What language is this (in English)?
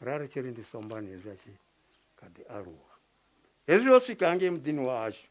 Venda